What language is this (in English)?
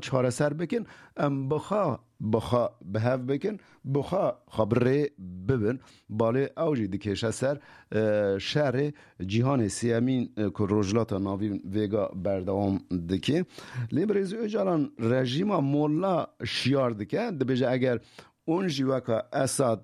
Kurdish